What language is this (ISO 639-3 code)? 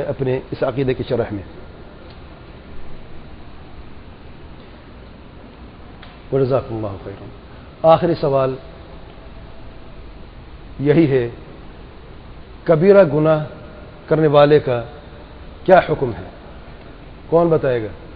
urd